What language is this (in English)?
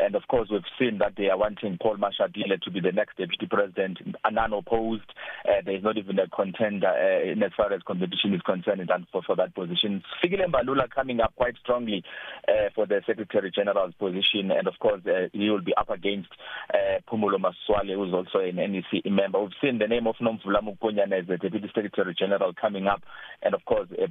English